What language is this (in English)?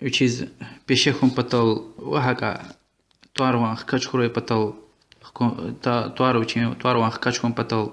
Lezghian